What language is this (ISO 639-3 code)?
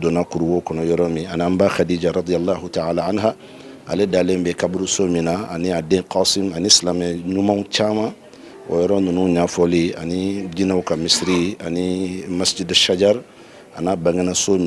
bam